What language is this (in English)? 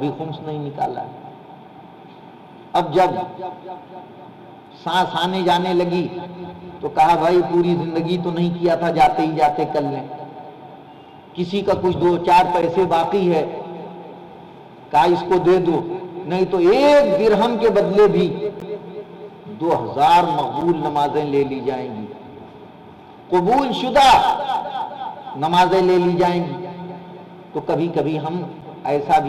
Urdu